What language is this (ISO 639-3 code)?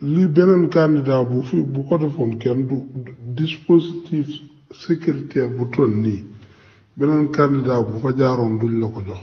wol